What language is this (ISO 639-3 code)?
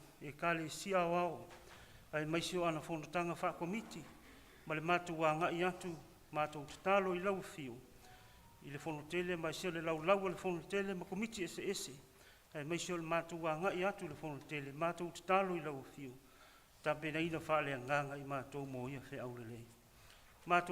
smo